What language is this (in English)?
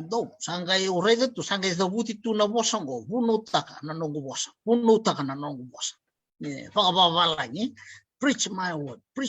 Fijian